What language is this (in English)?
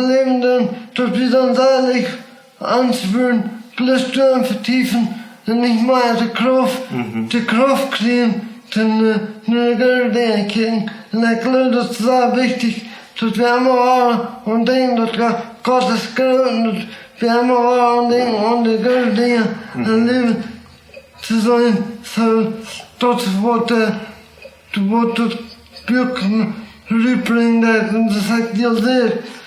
Plautdietsch